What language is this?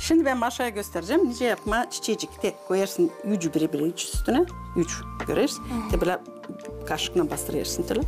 Gagauz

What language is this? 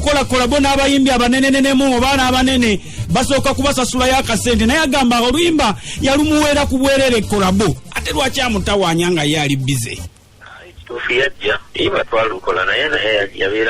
Ganda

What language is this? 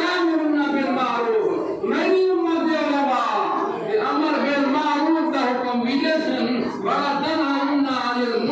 Saraiki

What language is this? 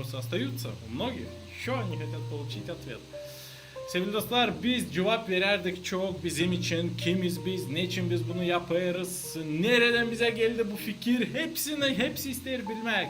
Gagauz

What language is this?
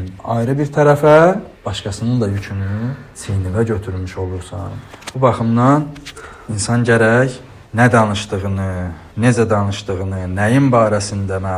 Azerbaijani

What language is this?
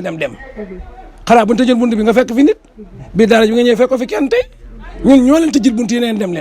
Wolof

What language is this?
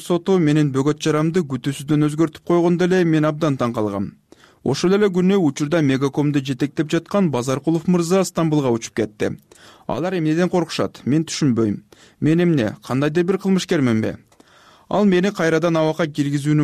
Kyrgyz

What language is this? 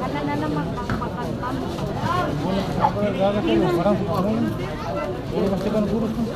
Ambonese Malay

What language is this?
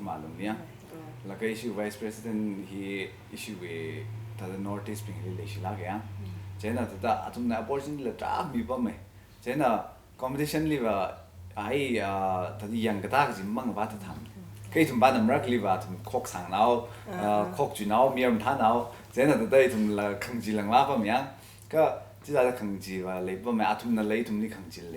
Tangkhul Naga (India)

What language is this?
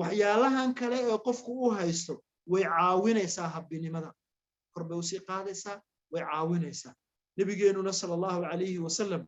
Somali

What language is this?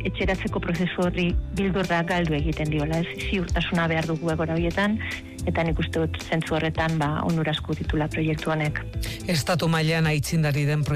Basque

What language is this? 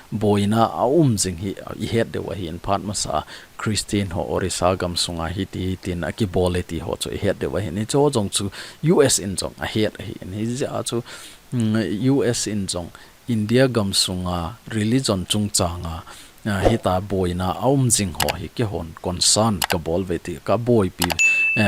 Thado Chin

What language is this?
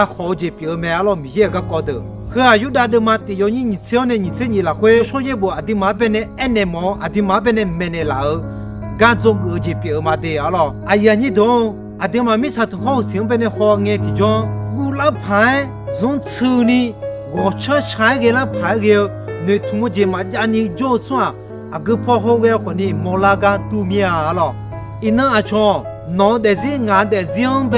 Akha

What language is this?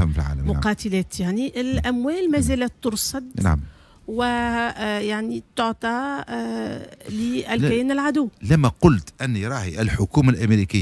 Tunisian Arabic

